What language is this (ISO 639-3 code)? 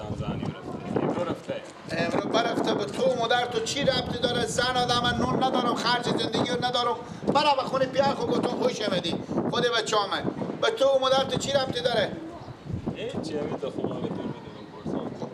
fas